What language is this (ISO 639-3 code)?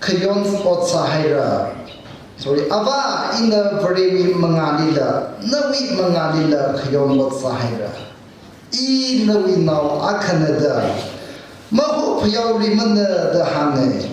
nmf